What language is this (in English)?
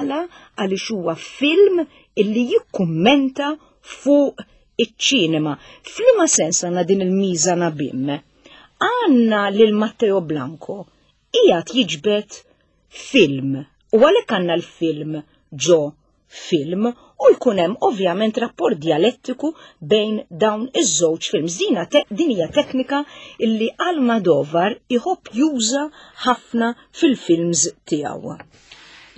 Maltese